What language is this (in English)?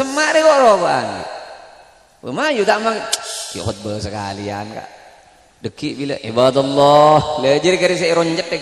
Madurese